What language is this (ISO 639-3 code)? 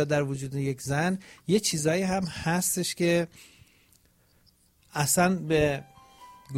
fas